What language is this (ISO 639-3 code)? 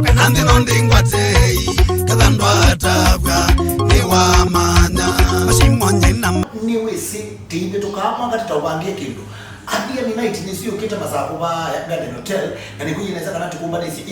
kam